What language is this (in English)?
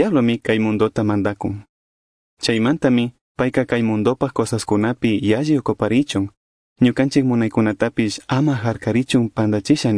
Chimborazo Highland Quichua